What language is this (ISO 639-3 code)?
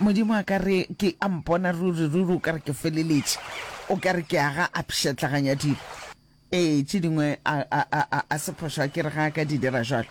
nso